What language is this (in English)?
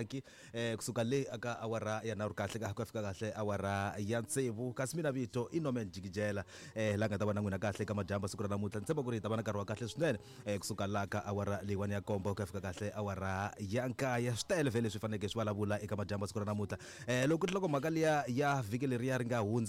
Tsonga